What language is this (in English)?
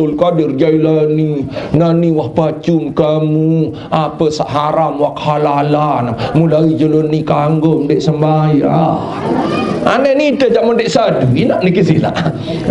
Sasak